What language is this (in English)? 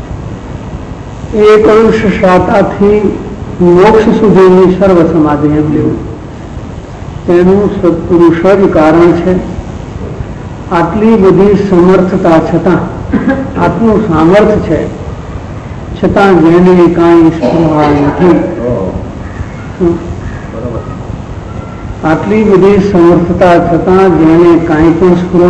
Gujarati